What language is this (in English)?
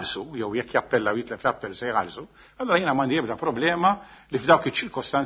Maltese